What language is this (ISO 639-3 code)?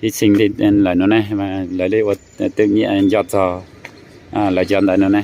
hmn